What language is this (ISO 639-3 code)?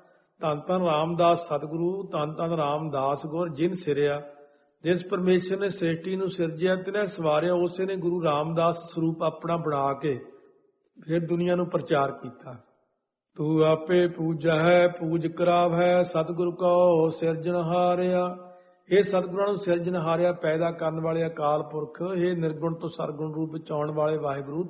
pan